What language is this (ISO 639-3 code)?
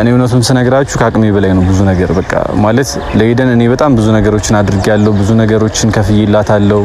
amh